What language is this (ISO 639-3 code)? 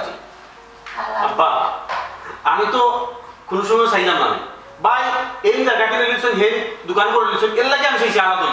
syl